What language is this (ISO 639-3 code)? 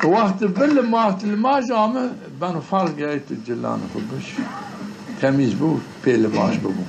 zza